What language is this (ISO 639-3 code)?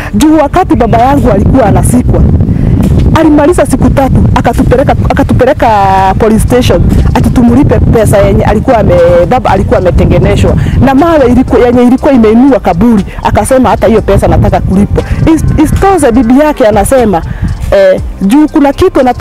swa